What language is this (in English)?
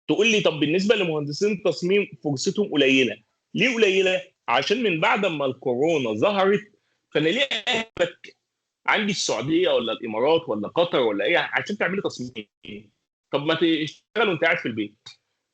Egyptian Arabic